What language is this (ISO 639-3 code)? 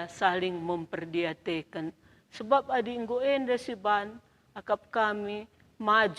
btx